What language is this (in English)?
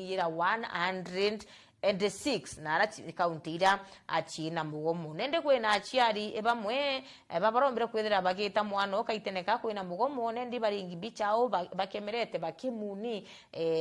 Meru